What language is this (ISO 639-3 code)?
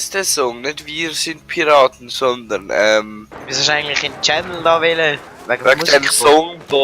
gsw